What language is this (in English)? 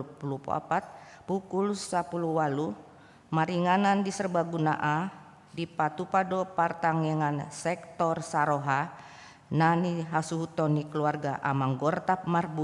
Batak Toba